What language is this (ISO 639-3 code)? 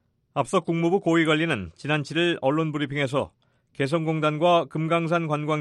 kor